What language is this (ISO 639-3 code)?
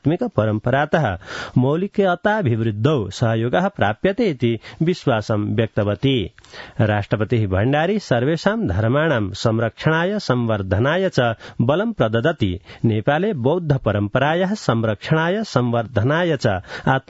san